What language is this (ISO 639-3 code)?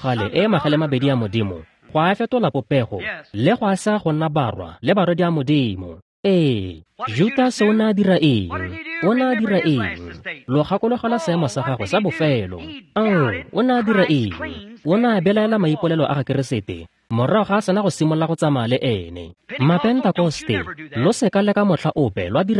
tsn